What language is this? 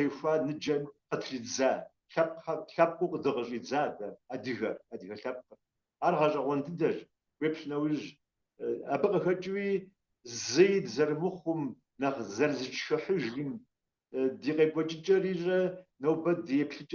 Kabardian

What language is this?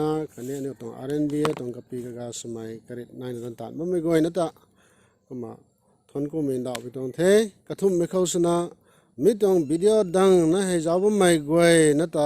Rongmei Naga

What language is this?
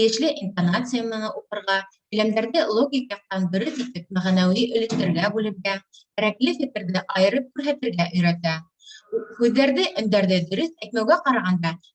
Bashkir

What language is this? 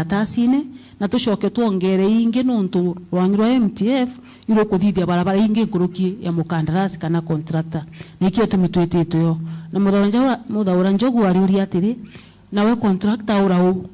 Meru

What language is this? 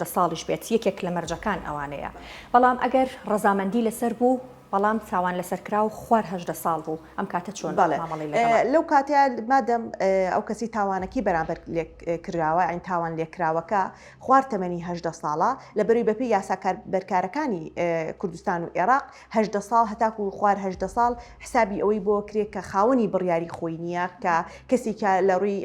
Central Kurdish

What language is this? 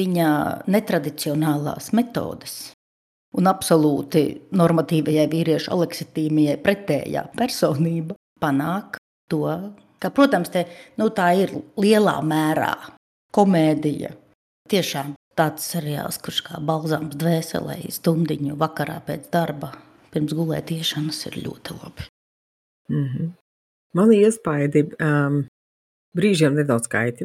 Latvian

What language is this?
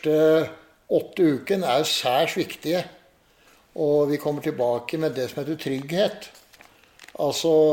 Norwegian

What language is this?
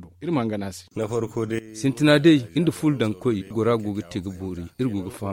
Zarma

